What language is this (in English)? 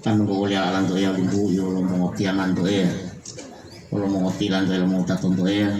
Gorontalo